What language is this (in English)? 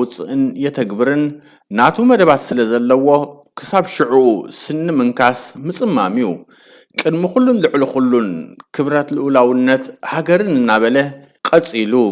Tigrinya